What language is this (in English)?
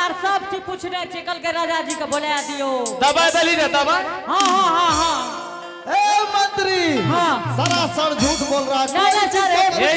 Angika